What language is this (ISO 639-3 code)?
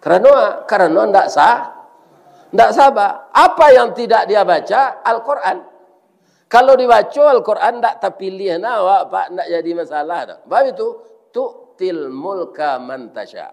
min